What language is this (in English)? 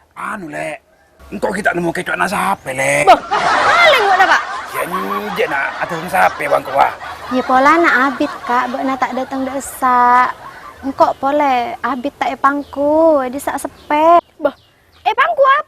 Madurese